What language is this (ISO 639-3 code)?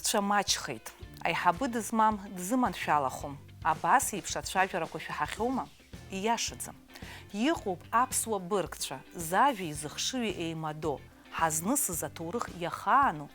abk